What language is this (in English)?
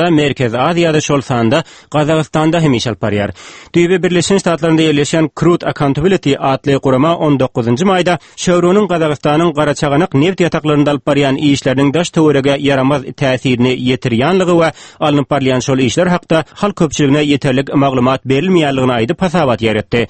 Turkmen